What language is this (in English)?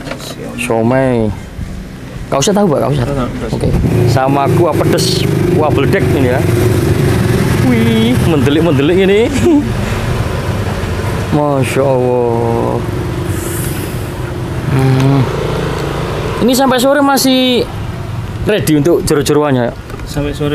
Indonesian